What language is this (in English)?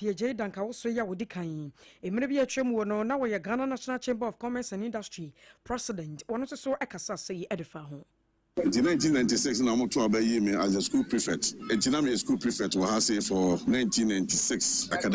Akan